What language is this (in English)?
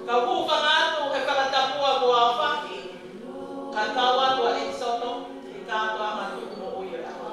Tongan